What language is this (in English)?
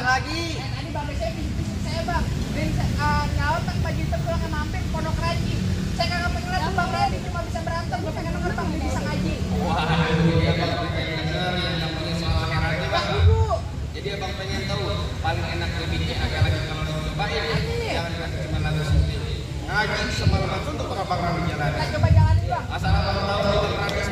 Betawi